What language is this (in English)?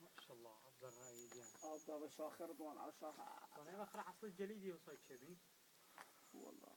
Kurdish